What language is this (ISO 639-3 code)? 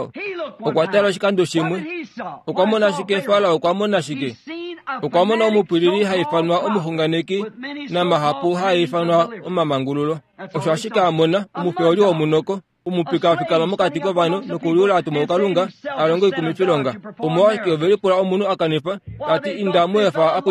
kua